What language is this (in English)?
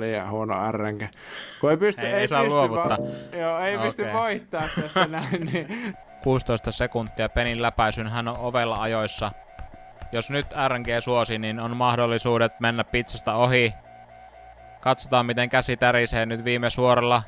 Finnish